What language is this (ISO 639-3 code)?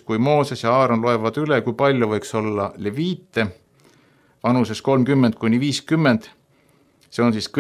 est